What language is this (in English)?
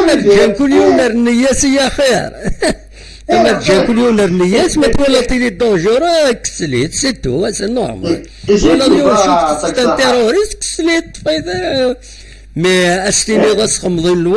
Kabyle